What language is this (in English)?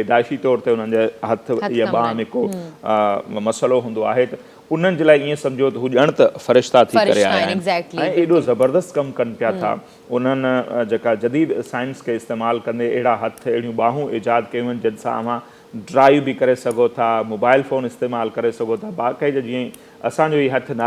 Sindhi